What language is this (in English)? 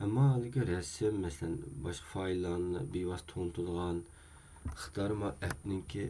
Uyghur